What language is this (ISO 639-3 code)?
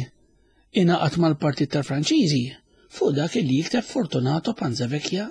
mlt